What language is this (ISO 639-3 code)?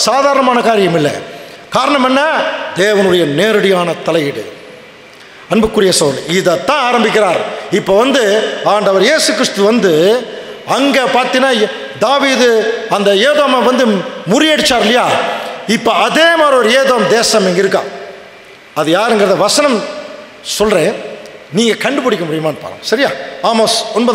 tam